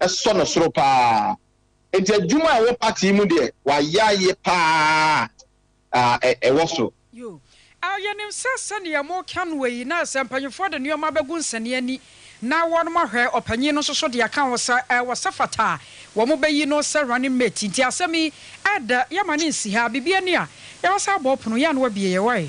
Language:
Akan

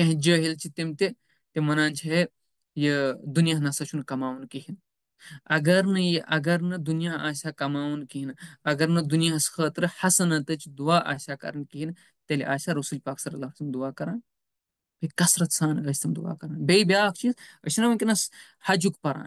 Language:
Kashmiri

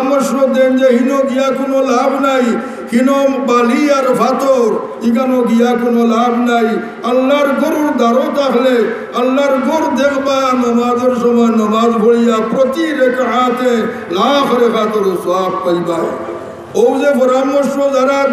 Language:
Sylheti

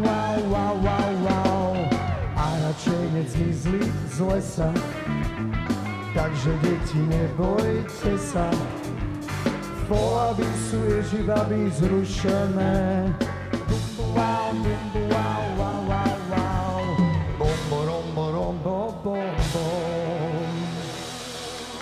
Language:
Slovak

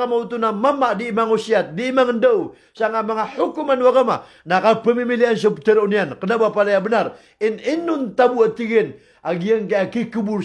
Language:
Maranao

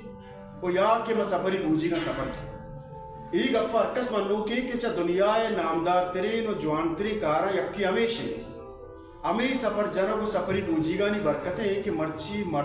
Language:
Baluchi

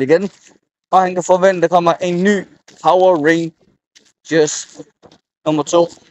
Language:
Danish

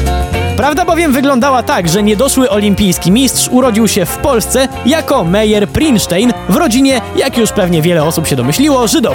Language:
Polish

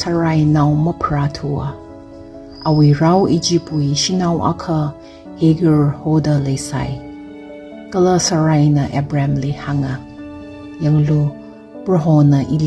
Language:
Tangkhul Naga (India)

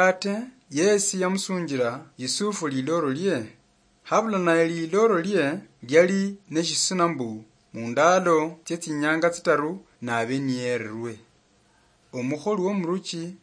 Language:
Luyia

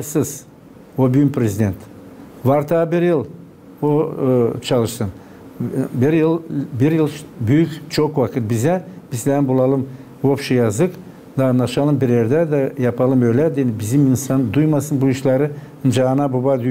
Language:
Gagauz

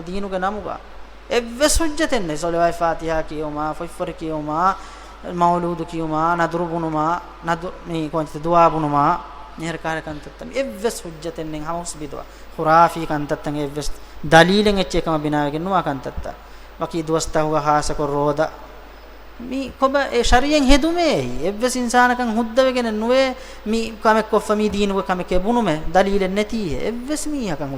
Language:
Divehi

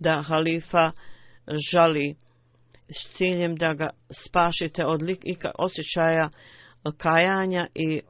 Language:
Bosnian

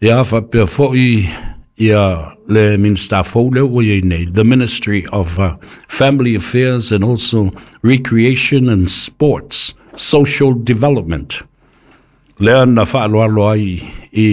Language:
Samoan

